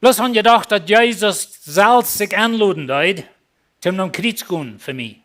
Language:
Plautdietsch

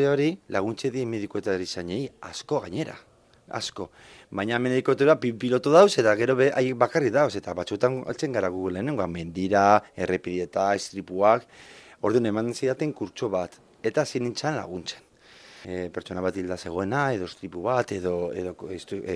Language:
Basque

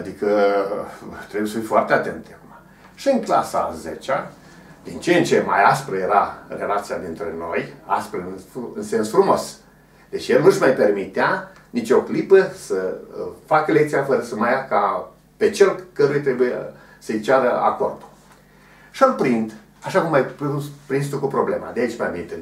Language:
Romanian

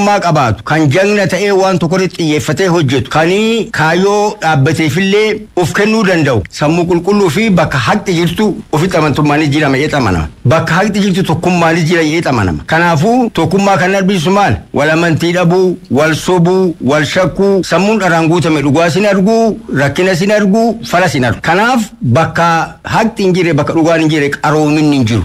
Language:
Oromo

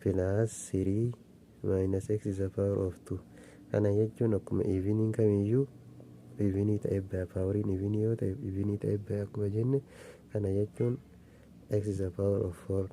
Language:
Oromo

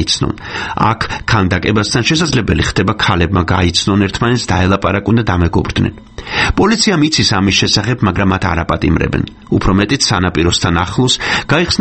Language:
Georgian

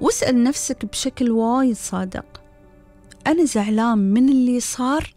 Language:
Gulf Arabic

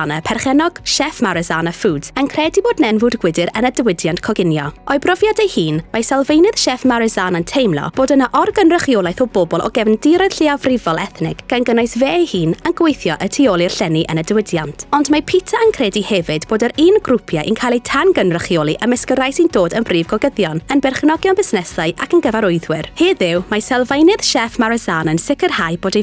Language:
Welsh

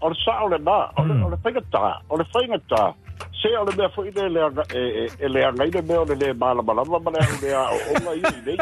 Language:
Samoan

